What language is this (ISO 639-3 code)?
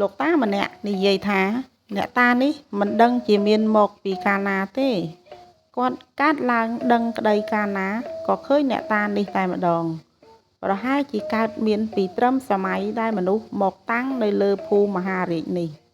khm